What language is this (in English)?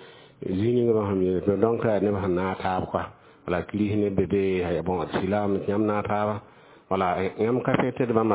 Mossi